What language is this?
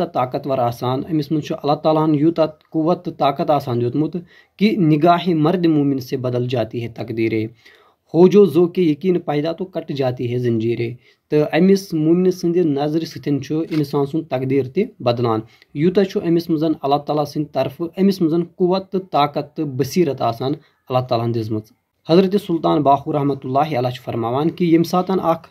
Kashmiri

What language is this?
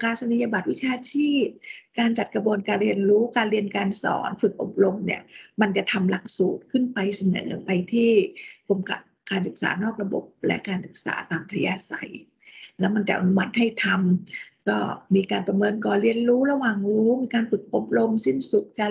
Thai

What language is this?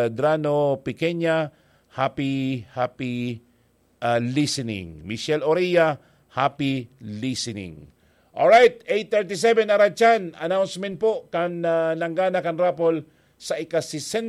Bikol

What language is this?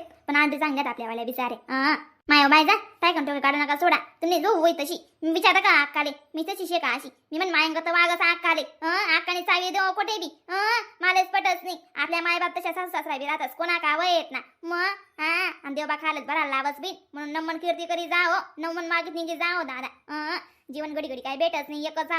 Khandesi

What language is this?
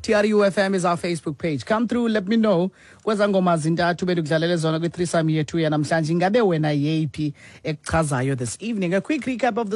Xhosa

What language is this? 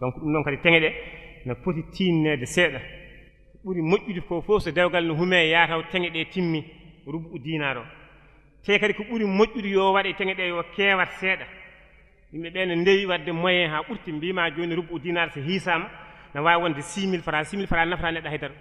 Fula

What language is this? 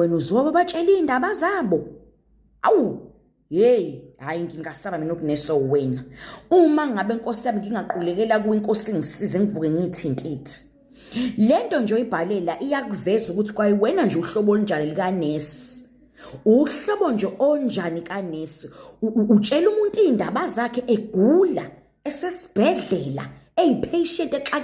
Zulu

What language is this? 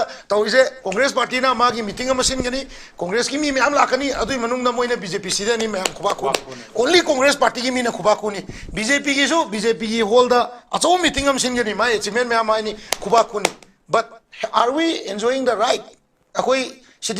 Manipuri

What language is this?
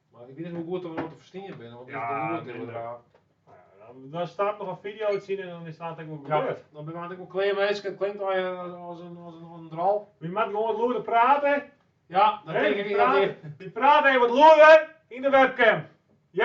Western Frisian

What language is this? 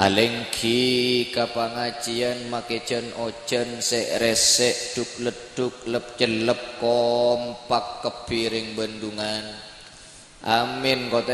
Madurese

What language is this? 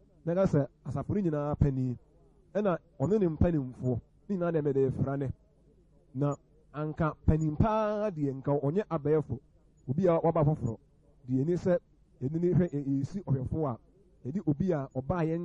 Akan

